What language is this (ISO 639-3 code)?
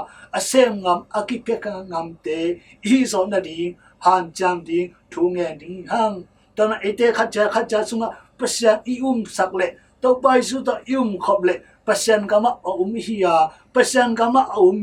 ctd